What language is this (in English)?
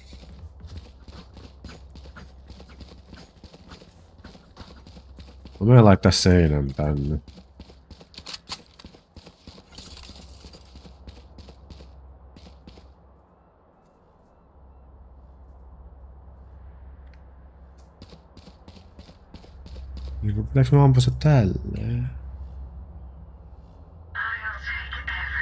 Finnish